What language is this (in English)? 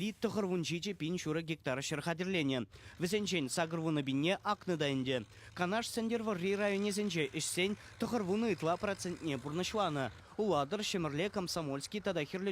Chuvash